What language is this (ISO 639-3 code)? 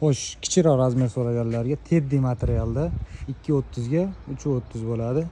uzb